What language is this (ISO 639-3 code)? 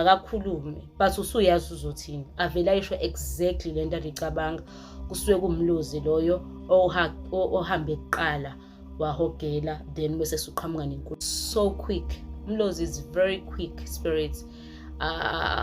zul